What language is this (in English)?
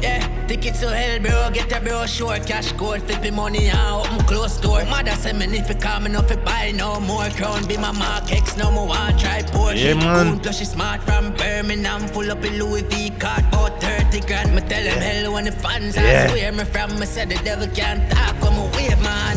Jamaican Creole English